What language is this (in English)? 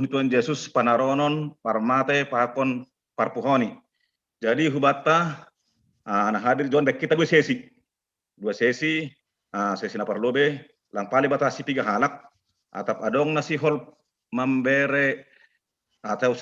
Batak Simalungun